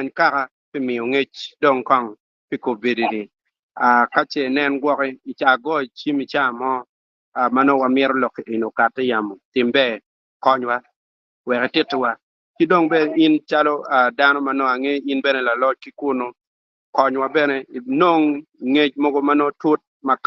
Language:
Acoli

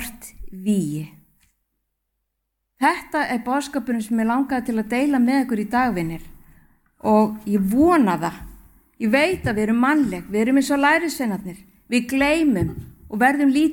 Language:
Icelandic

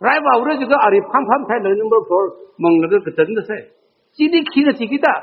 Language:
Tangkhul Naga (India)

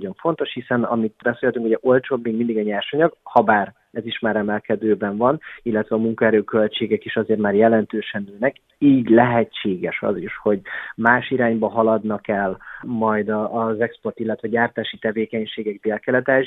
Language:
Hungarian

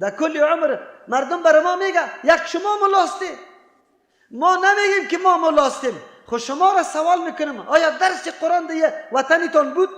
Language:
Persian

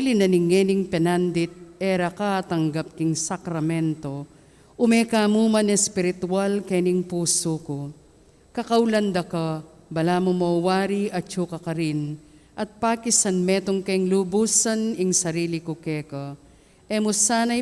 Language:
Pampanga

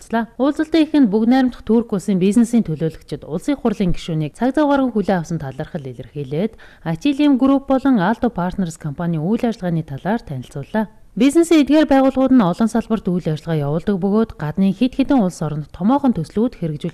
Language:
Mongolian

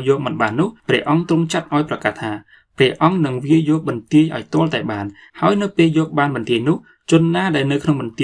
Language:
Khmer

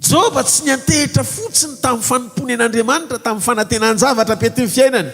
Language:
Malagasy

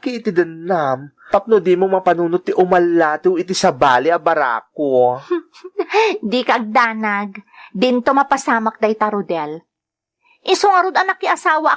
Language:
Iloko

